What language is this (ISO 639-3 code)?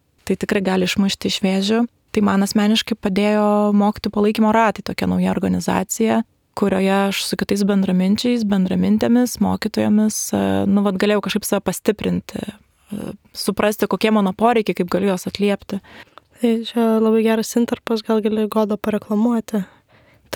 lit